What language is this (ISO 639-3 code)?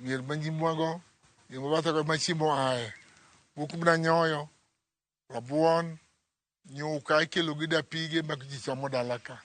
luo